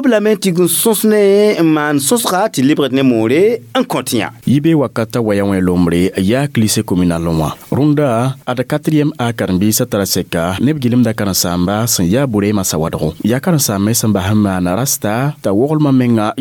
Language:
Mossi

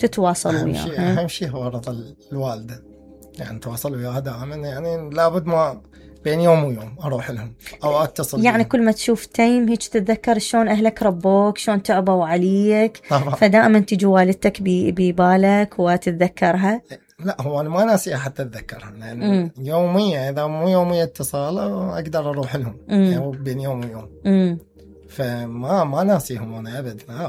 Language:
Mesopotamian Arabic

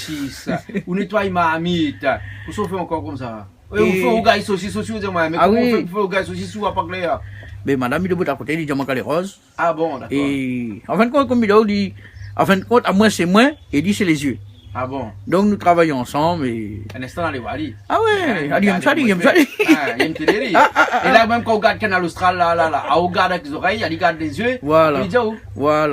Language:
Réunion Creole French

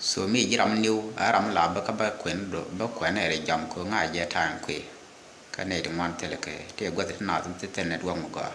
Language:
Nuer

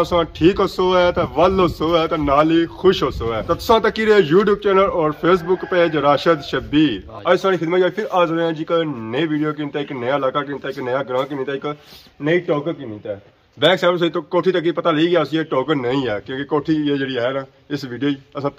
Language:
Pahari-Potwari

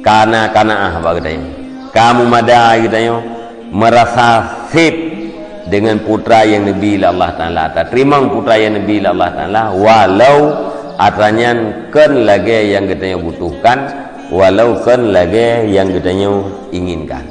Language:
Achinese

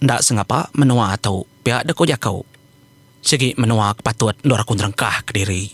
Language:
Iban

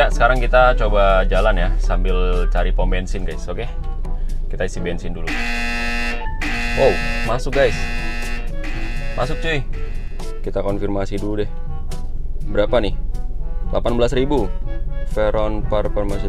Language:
Indonesian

